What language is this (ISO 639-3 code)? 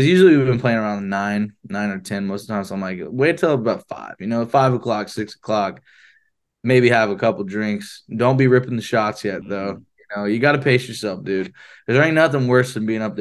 eng